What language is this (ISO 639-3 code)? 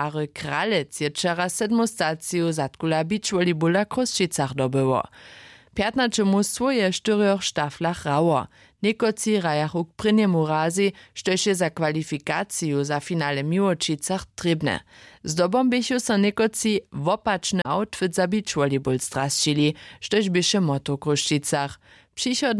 hsb